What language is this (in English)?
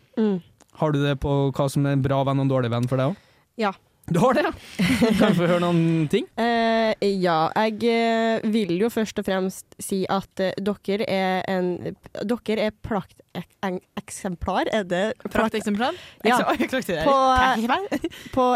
Norwegian